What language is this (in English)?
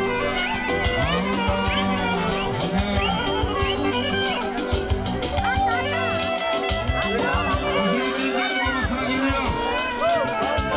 Turkish